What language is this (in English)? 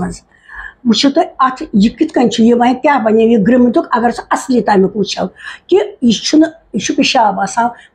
Kashmiri